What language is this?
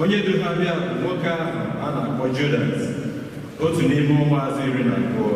Igbo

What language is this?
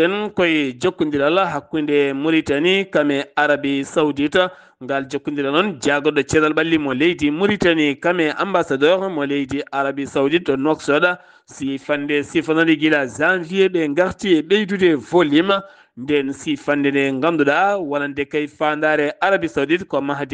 Fula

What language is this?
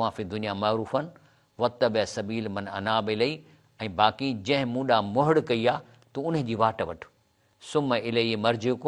Sindhi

